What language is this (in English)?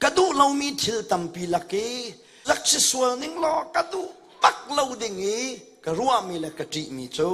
Hakha Chin